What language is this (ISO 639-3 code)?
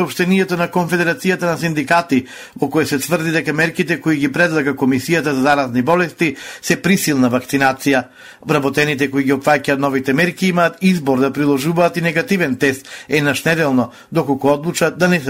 mkd